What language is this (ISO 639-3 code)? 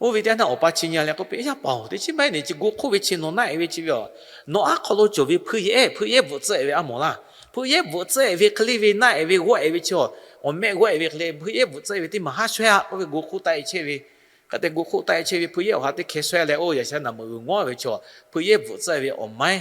lhu